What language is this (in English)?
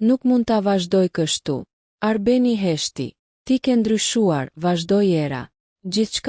Albanian